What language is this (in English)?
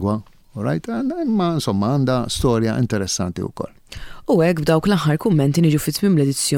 Maltese